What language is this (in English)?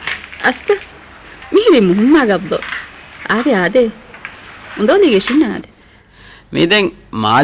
Divehi